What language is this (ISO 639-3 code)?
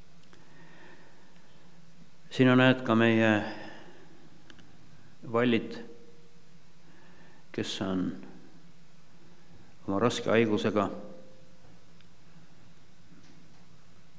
est